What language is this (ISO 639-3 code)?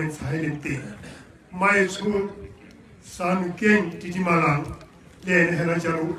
tsn